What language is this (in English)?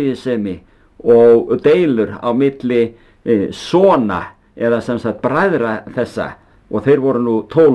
Icelandic